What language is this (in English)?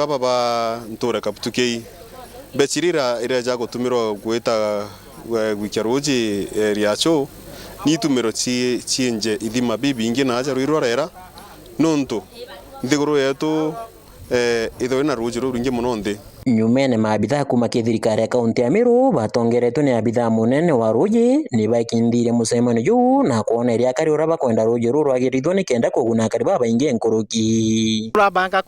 Meru